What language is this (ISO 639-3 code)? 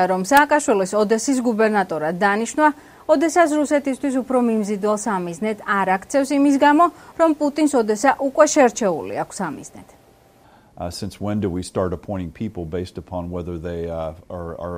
kat